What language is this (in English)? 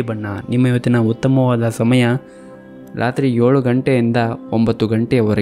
Kannada